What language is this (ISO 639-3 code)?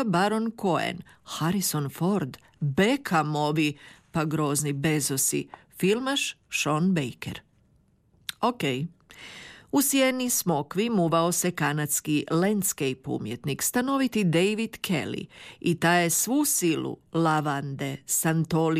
hrv